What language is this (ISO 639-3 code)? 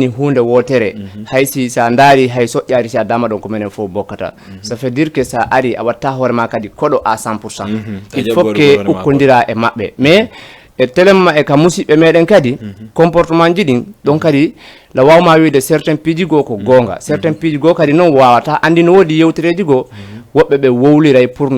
ful